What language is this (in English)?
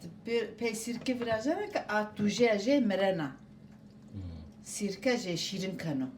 Zaza